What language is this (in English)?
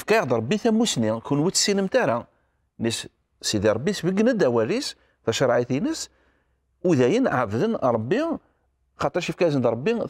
Kabyle